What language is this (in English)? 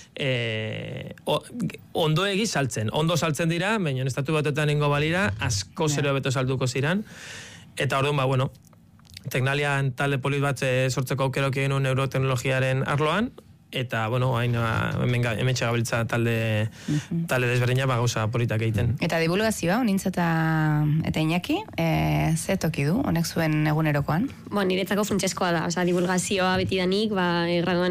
Basque